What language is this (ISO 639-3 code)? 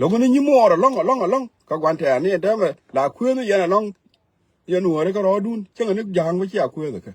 nus